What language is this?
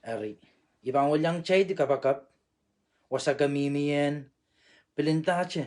Pohnpeian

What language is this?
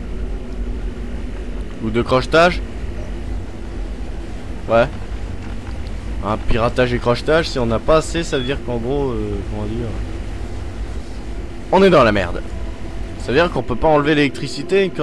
French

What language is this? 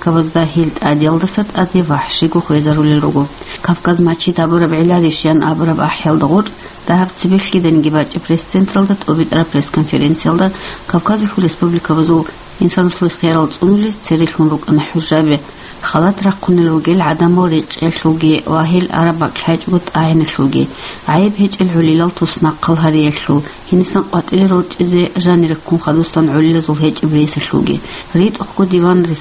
Avaric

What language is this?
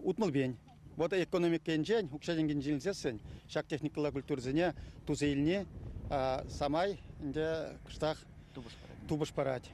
Chuvash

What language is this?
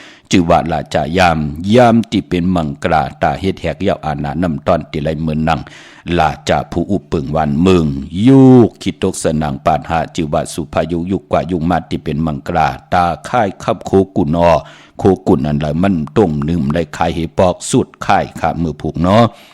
Shan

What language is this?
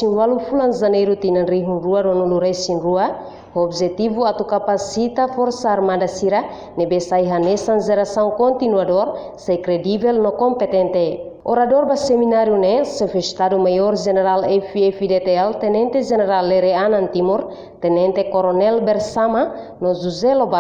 Tetum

